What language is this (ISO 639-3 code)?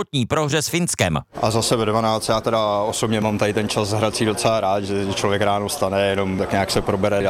ces